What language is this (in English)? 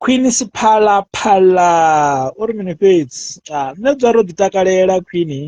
Venda